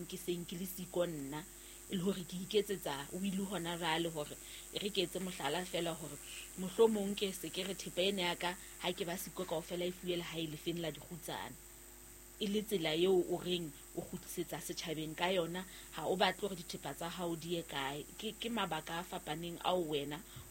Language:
Southern Sotho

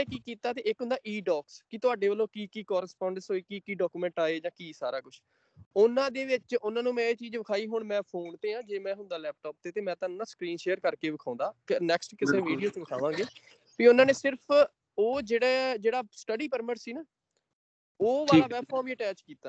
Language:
Punjabi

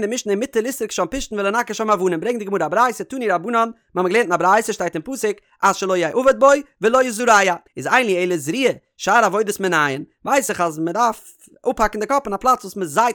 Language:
Yiddish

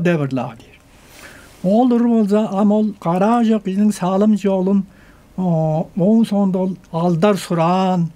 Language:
Tuvinian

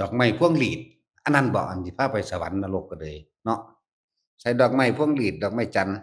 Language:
Northeastern Thai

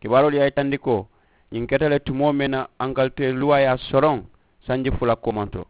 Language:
Mandingo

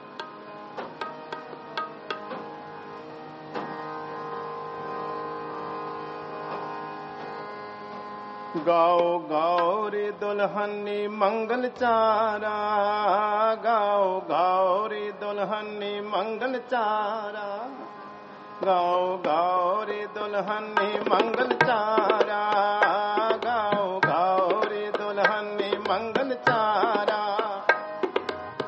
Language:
Punjabi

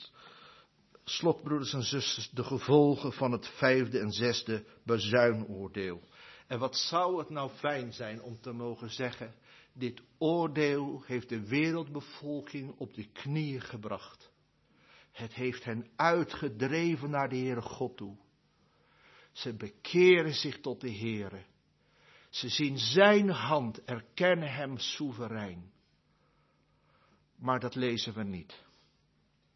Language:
Dutch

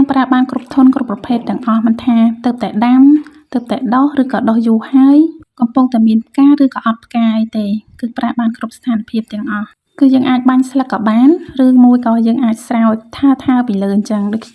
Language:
Khmer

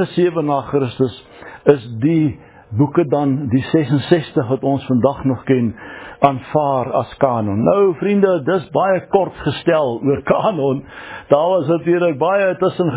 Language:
Afrikaans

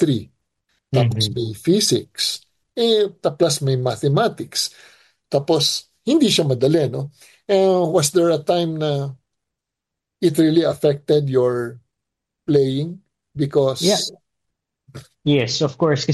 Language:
Filipino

